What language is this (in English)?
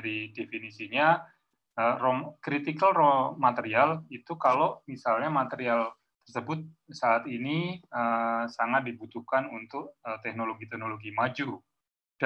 Indonesian